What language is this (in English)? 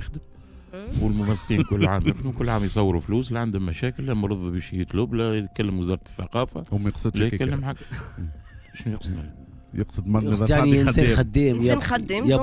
Tunisian Arabic